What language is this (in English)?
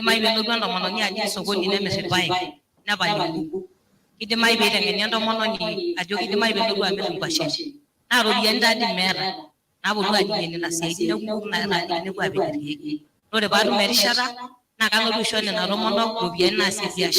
Masai